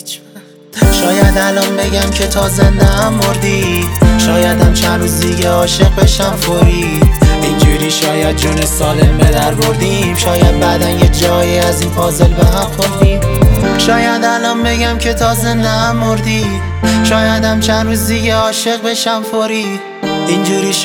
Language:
Persian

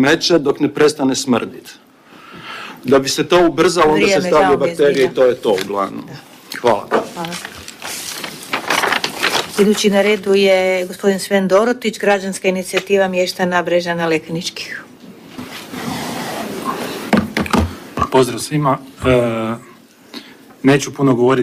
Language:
Croatian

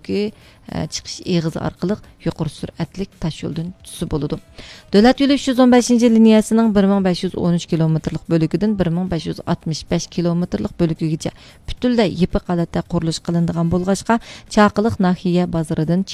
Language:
Uyghur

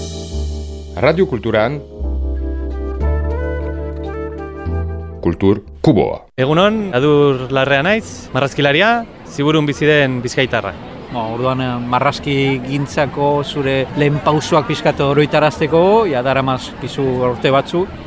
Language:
Basque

